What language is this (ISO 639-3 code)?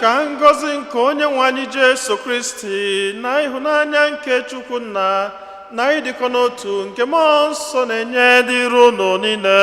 ibo